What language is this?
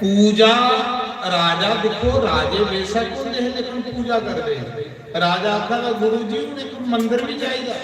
Dogri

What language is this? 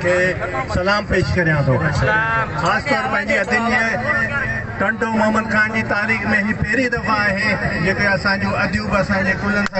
Sindhi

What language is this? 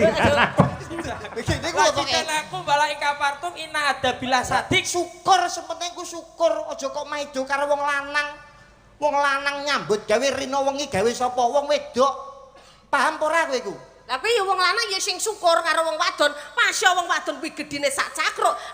Javanese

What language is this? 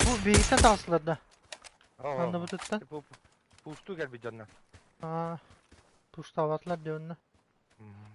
Yakut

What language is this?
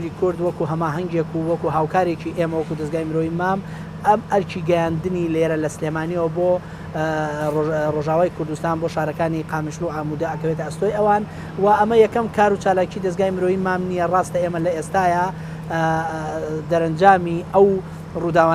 Central Kurdish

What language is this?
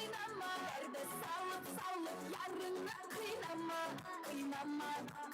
Kara-Kalpak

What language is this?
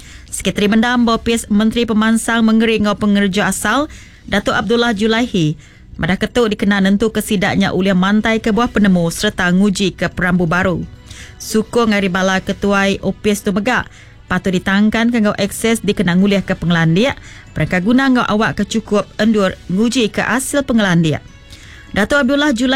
Iban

